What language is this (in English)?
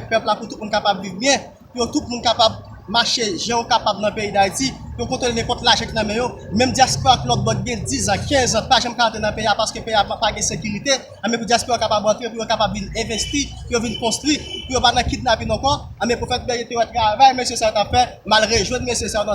Haitian Creole